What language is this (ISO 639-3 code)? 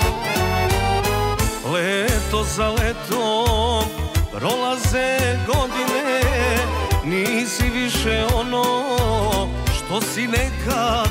srp